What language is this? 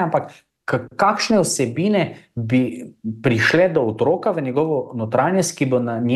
Slovenian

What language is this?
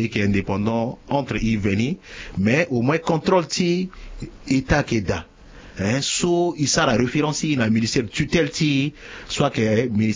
Sango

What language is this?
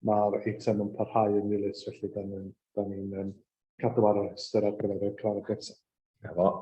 Welsh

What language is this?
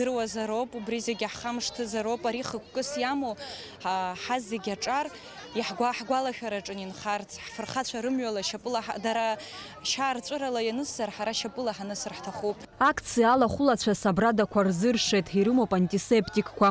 Abkhazian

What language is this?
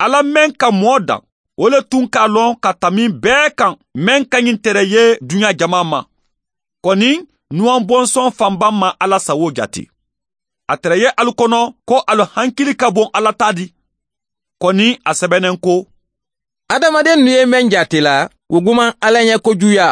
Mandingo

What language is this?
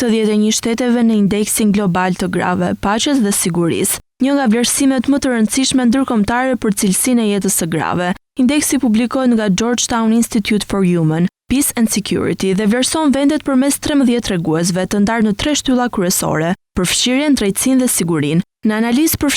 Albanian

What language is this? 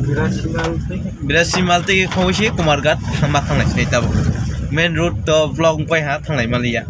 Kok Borok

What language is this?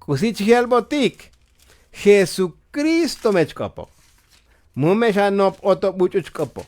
Tzotzil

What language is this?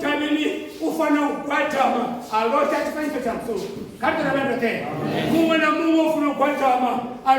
Venda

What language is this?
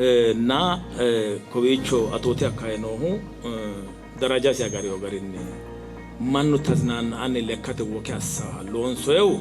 Sidamo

